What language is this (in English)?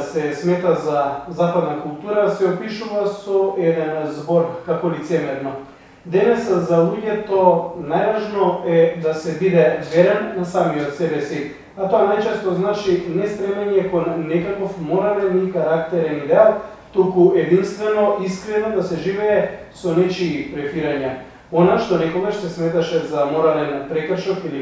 Macedonian